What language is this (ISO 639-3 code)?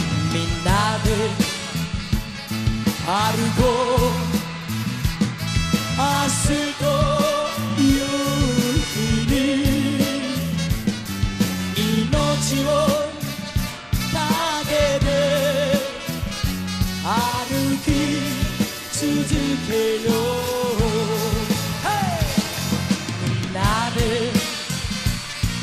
jpn